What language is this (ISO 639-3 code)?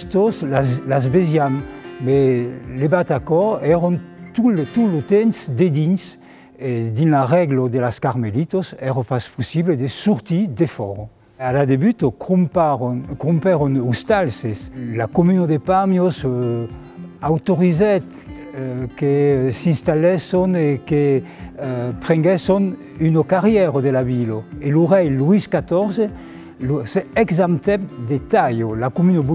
oci